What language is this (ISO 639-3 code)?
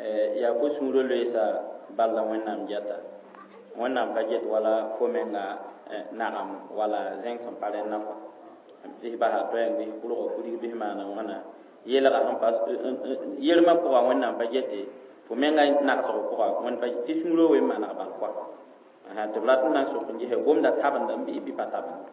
mos